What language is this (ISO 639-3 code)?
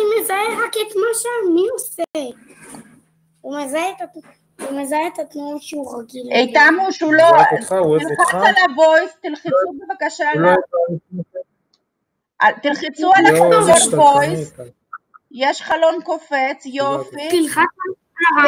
heb